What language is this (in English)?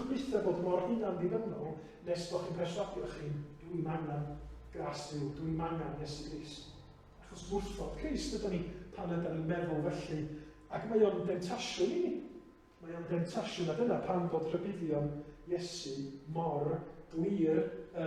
Welsh